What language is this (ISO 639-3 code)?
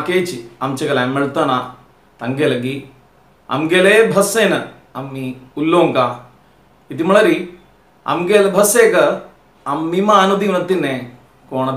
kok